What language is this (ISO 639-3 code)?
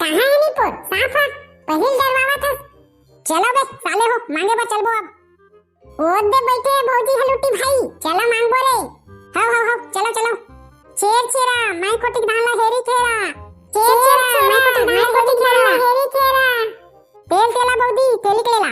hne